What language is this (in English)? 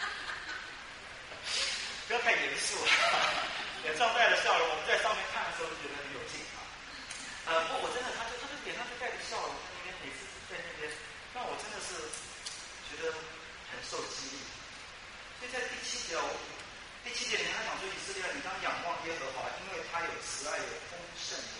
Chinese